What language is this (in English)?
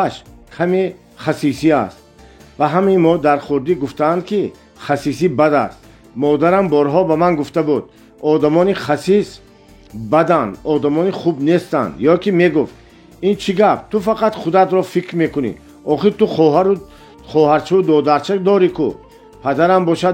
Tajik